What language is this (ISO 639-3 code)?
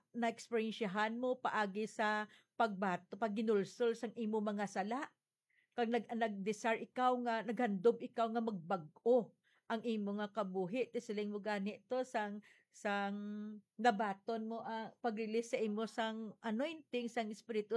hil